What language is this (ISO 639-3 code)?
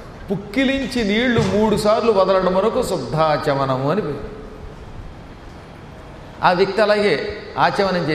tel